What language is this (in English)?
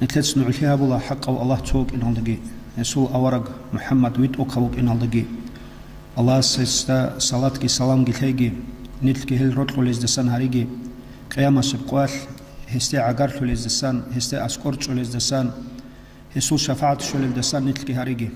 Avaric